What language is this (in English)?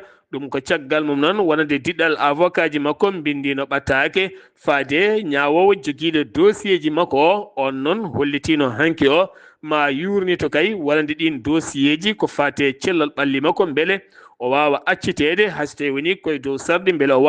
Fula